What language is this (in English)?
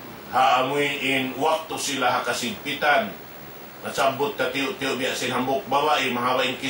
Tausug